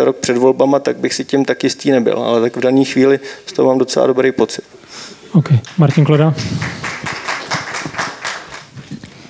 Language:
Czech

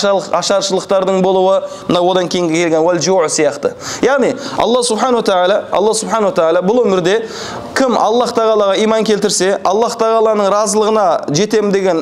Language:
Kazakh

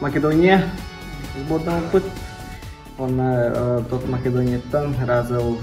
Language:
Yakut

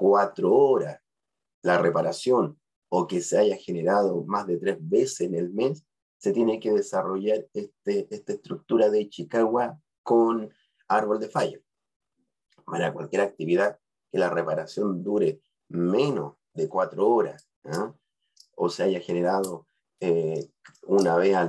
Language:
Spanish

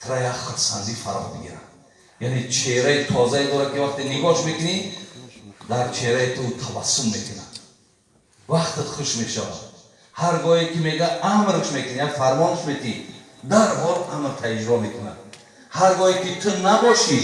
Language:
Tajik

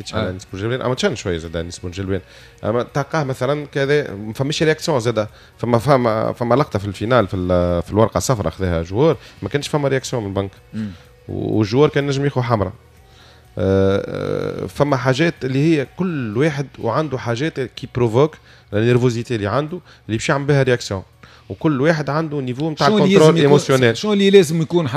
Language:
Tunisian Arabic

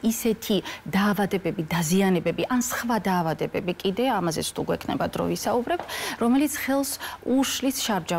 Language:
Georgian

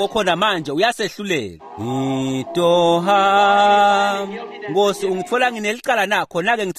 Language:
Swati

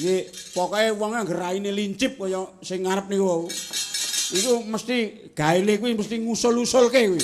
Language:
Javanese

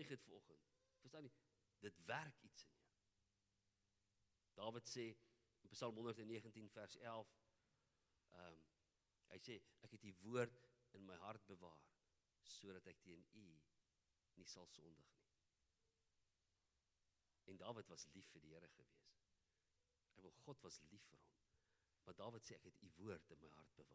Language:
Afrikaans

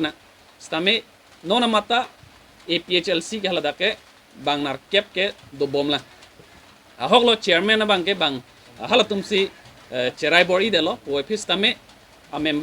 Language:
Karbi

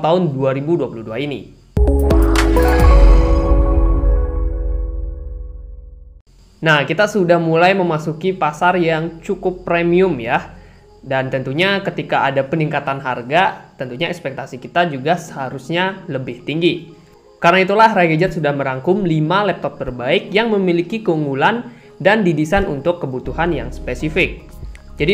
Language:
Indonesian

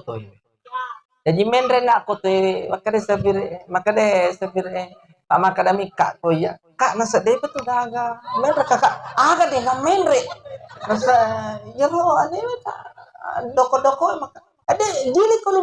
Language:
Buginese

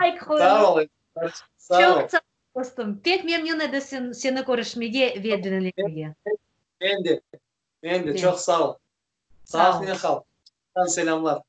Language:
Crimean Tatar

